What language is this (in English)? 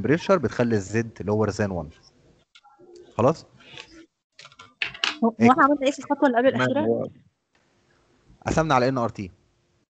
Egyptian Arabic